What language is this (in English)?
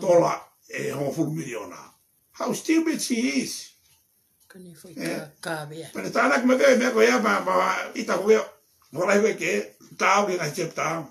Tongan